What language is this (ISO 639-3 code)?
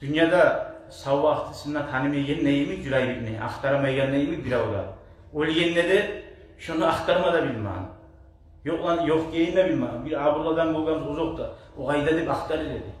kum